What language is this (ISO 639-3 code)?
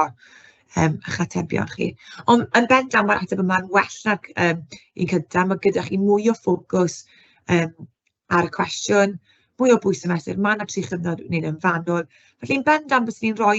cym